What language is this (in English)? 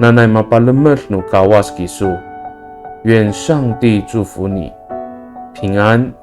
Amis